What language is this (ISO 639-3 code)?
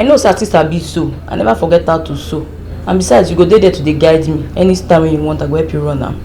pcm